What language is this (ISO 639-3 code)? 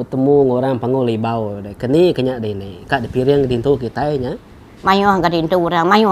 iba